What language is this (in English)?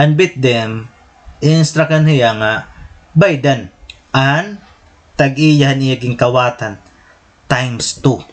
Waray